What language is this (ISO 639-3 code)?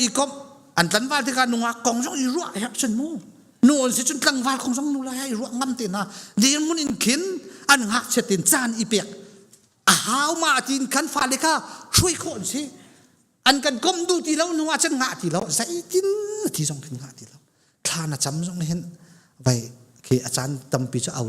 cnh